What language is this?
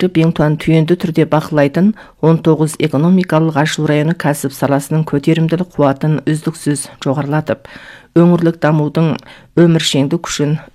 Kazakh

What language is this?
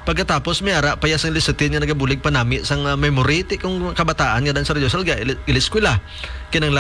Hiligaynon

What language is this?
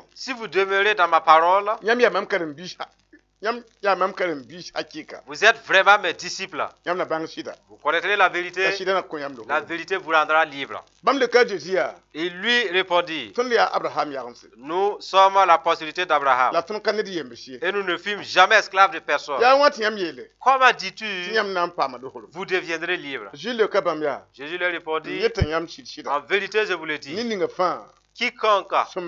Mossi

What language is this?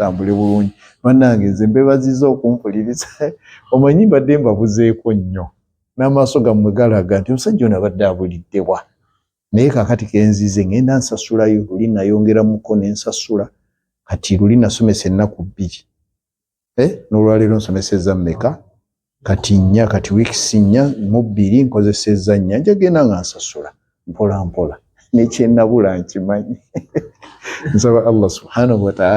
Ganda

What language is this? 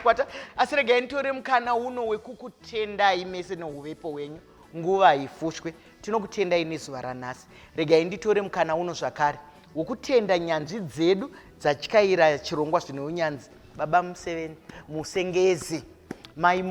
Shona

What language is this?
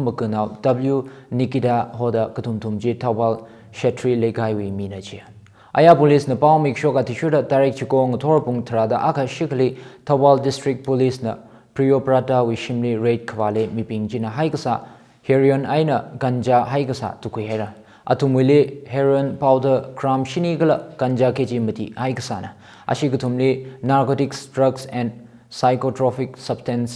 Tangkhul Naga (India)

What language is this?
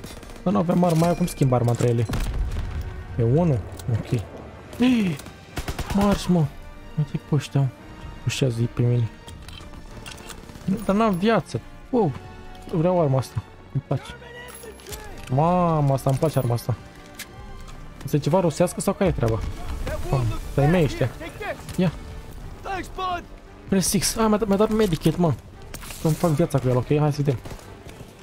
Romanian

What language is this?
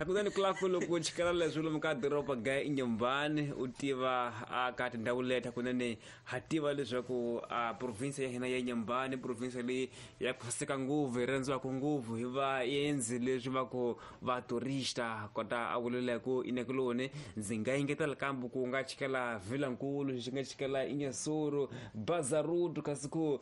Tsonga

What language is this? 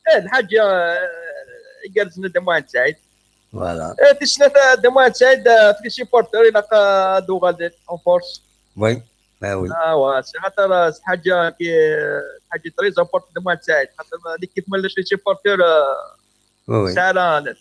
Kabyle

